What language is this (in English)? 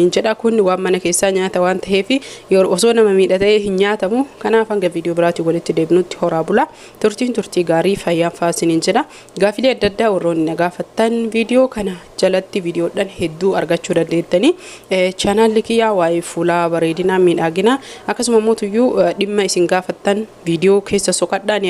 Oromo